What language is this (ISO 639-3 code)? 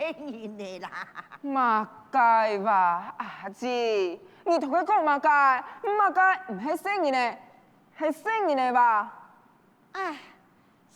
hak